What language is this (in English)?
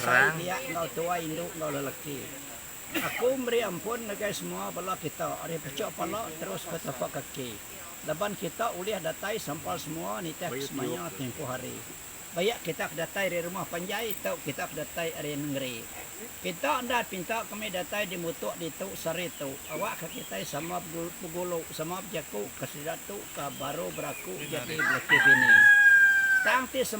Iban